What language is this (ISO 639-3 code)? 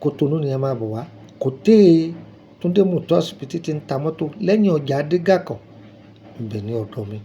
yor